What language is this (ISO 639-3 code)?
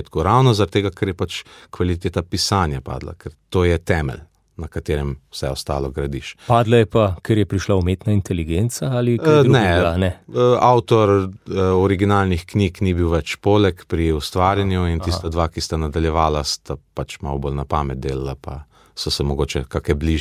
slv